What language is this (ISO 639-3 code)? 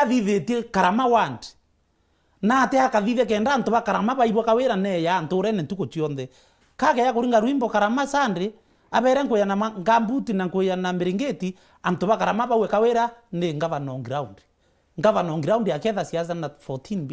mer